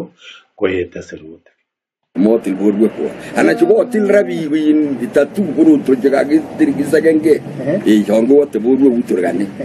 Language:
Kalenjin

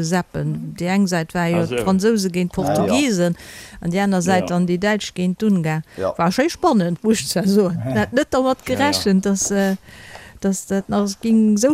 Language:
Luxembourgish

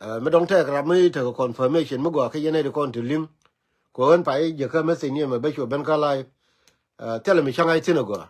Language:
Nuer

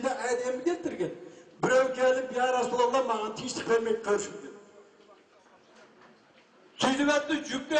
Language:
Kazakh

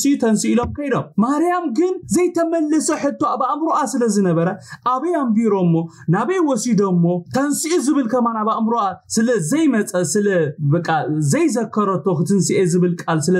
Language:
Tigrinya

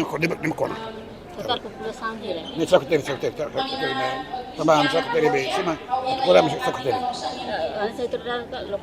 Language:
Tetum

